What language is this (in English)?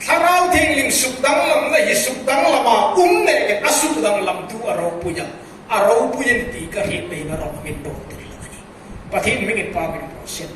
Hmar